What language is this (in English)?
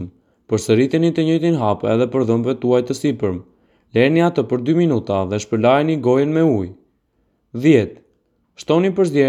Albanian